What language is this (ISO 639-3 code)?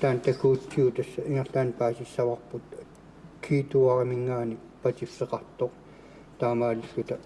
kal